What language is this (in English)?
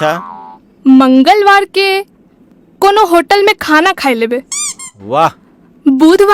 Angika